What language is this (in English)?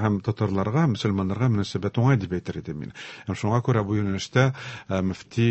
Tatar